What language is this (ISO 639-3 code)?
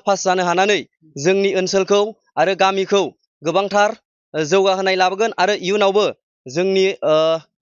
brx